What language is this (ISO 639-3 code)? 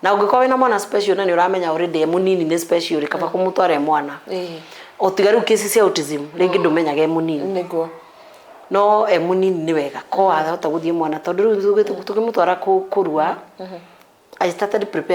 kik